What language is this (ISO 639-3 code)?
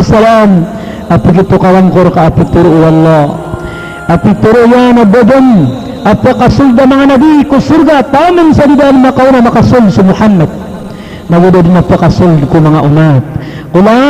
mrw